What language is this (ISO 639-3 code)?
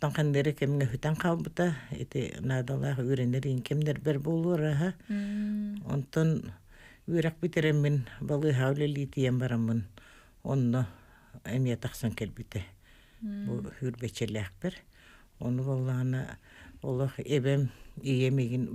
sah